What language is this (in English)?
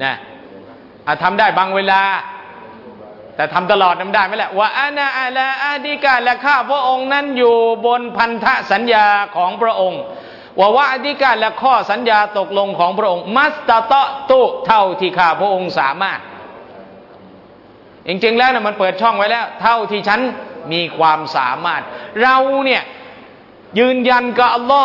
Thai